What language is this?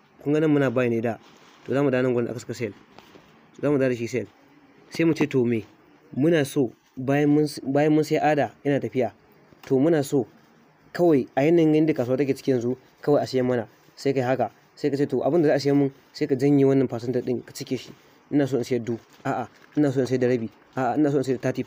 Hausa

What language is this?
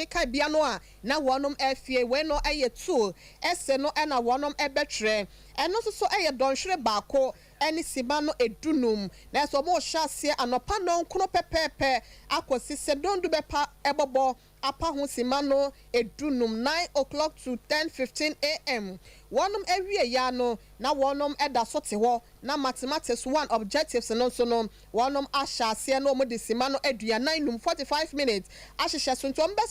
Akan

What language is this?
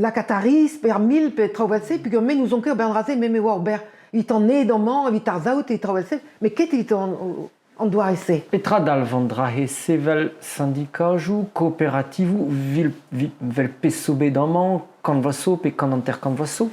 Breton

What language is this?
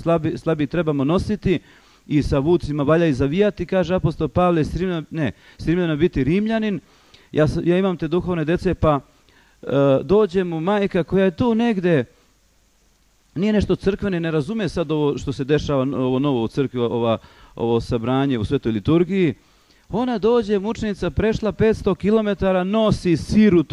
Serbian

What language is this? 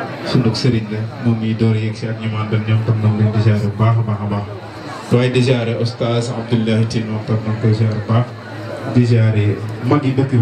Wolof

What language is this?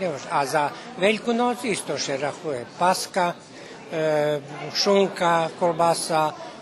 Rusyn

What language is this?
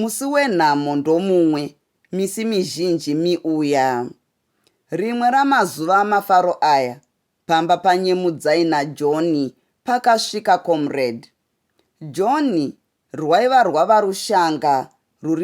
Shona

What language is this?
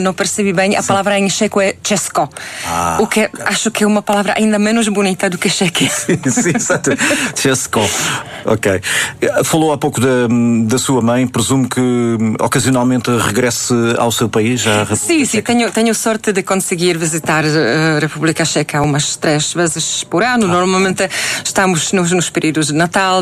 Portuguese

